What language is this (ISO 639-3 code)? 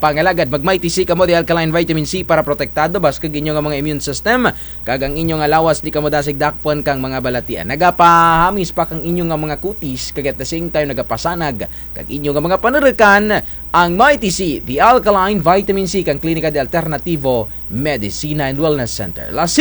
krj